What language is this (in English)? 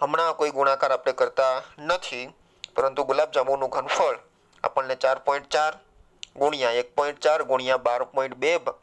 Gujarati